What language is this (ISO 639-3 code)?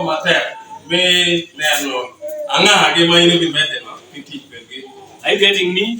ach